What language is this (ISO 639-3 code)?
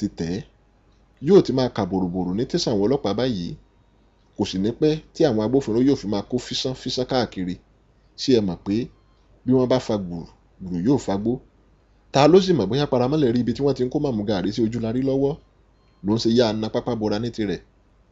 yor